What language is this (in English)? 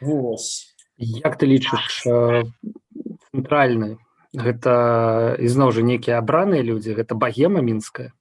Belarusian